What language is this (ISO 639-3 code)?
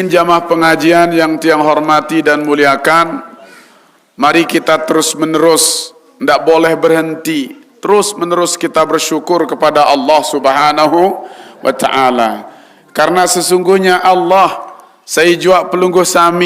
sas